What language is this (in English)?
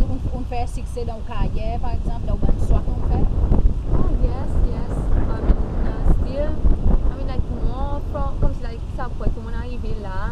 Seselwa Creole French